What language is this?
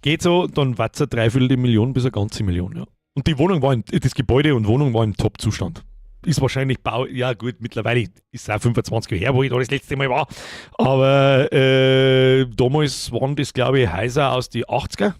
Bavarian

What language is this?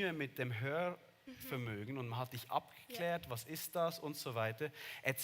Swiss German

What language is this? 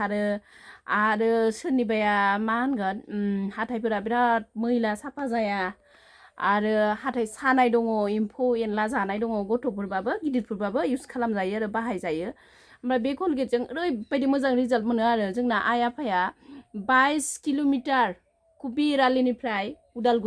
Bodo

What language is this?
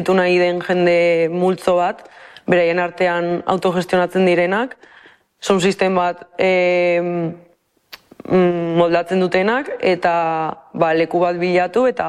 Basque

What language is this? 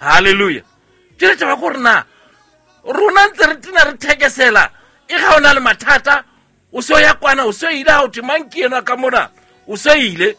Southern Sotho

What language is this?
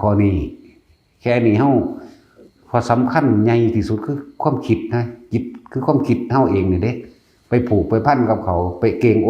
Lao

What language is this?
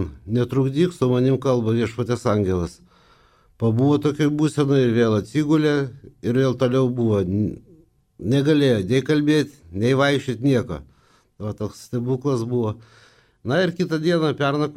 Lithuanian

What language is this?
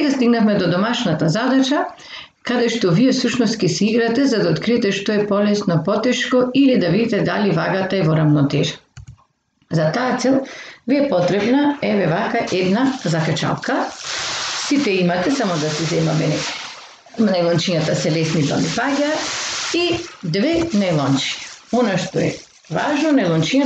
Macedonian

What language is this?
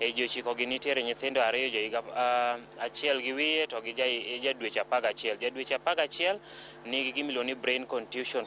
Luo (Kenya and Tanzania)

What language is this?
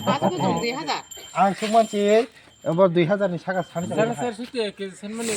Kok Borok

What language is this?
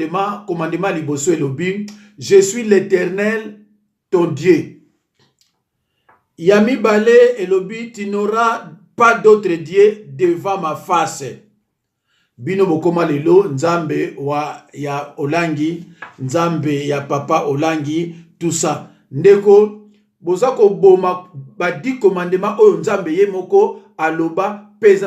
Lingala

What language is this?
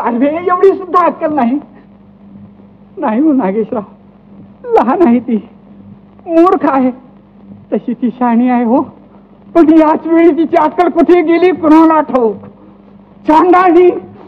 Marathi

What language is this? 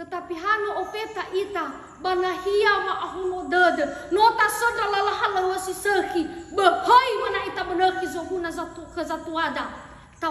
Nias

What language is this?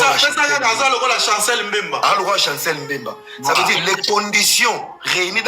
Lingala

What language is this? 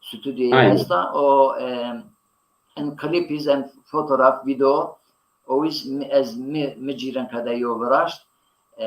Zaza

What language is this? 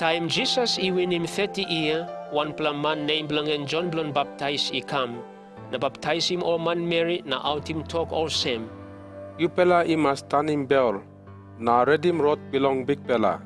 Tok Pisin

